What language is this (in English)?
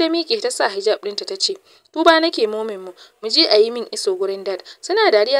Hausa